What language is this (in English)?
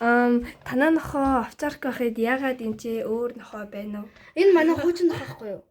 Mongolian